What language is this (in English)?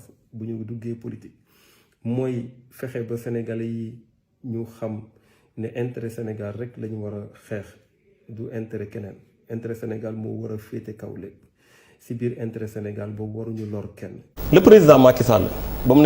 Wolof